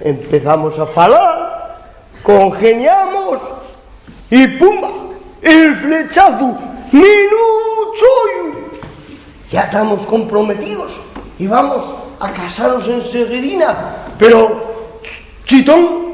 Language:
Asturian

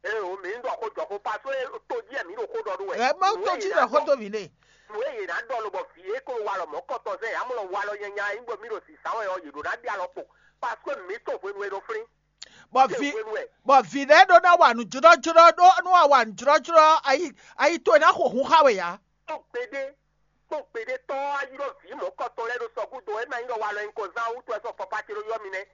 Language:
Fon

